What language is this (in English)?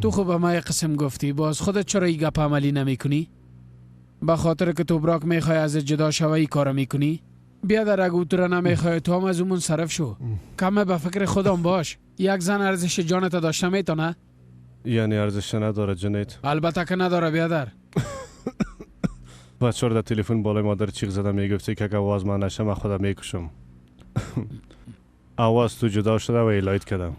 Persian